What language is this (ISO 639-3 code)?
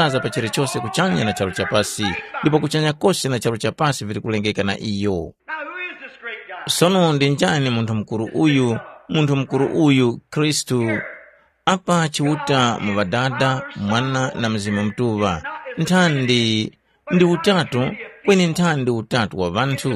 tum